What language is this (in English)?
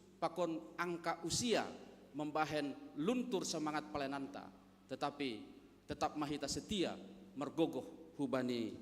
Batak Simalungun